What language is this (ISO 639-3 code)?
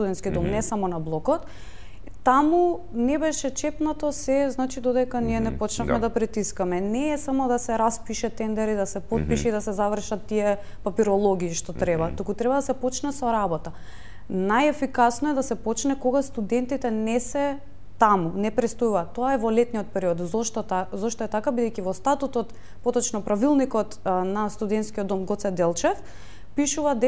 mkd